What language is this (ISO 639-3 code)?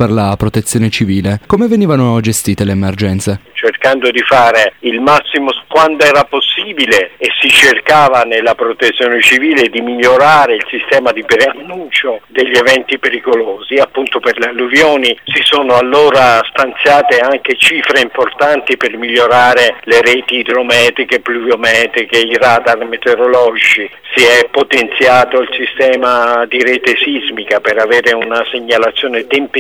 ita